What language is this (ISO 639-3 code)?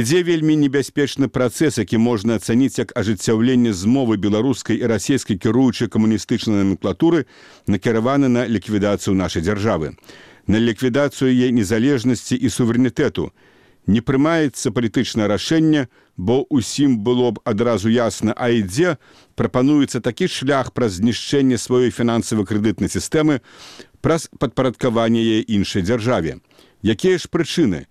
bel